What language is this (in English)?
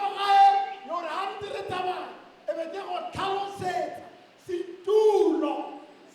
Tswana